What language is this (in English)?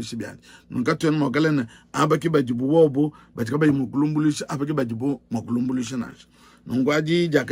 Luba-Lulua